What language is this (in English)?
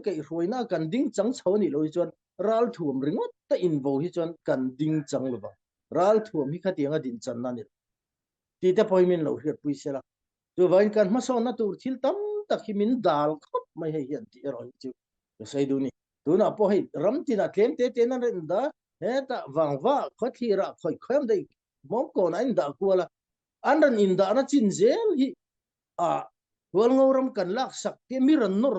Falam Chin